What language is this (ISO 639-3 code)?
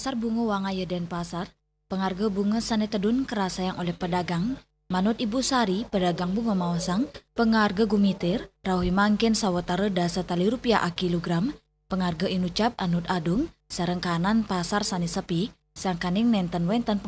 ban